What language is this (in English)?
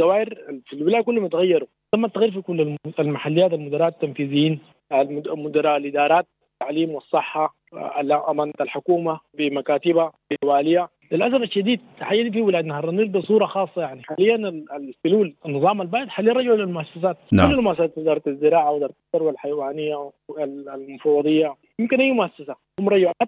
Sudanese Arabic